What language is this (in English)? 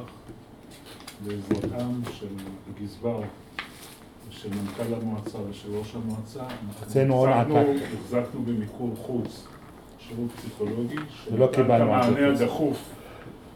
Hebrew